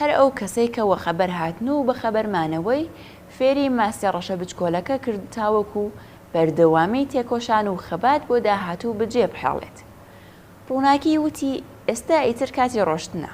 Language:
Central Kurdish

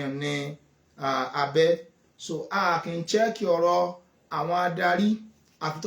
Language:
Yoruba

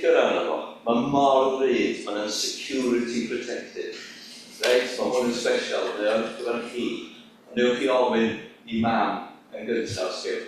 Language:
Welsh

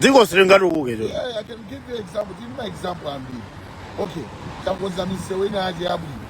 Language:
Nyanja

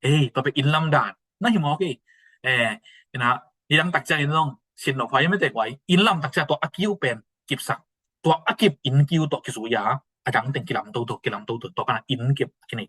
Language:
Tedim Chin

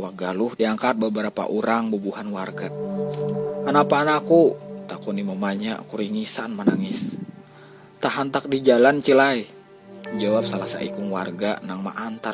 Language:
Banjar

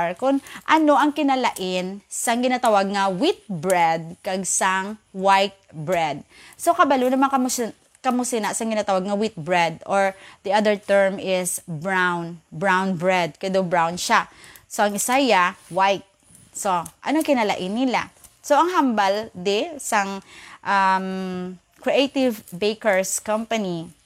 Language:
Hiligaynon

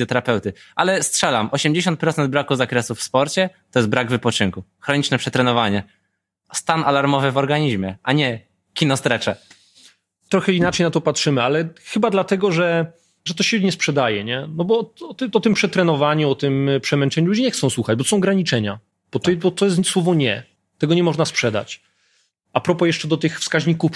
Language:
Polish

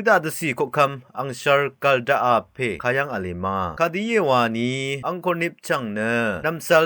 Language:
Rawang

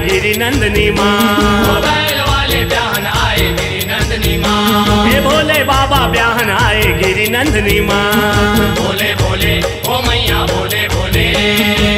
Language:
Chhattisgarhi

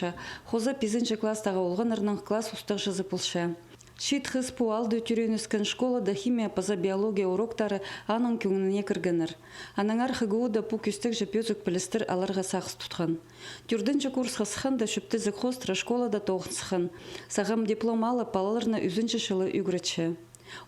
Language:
Khakas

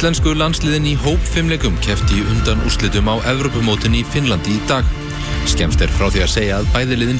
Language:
Icelandic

